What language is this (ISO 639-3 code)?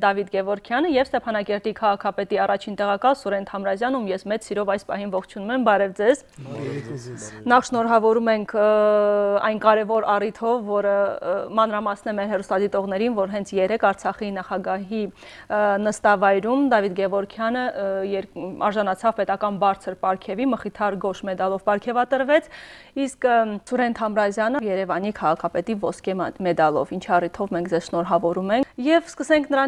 hye